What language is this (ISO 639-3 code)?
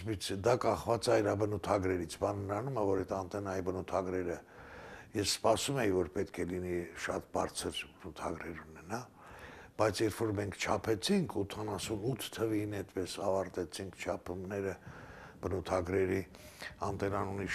hye